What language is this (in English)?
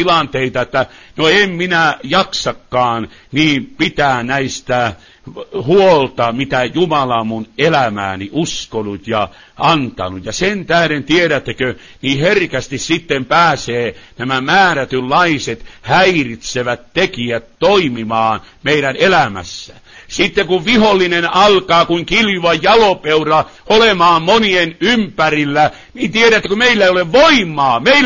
Finnish